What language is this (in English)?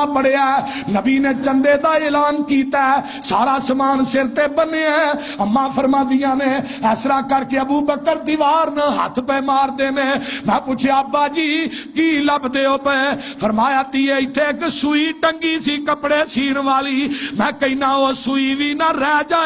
Western Panjabi